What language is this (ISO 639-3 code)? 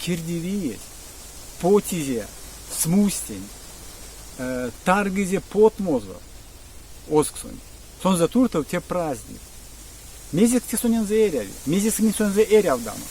myv